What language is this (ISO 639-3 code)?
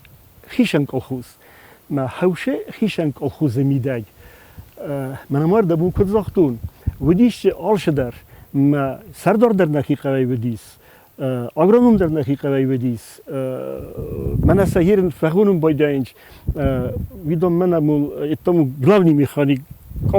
oss